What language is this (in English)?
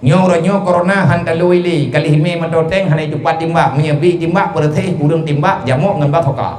Achinese